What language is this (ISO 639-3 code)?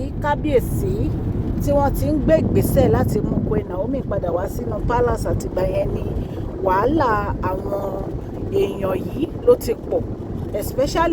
yor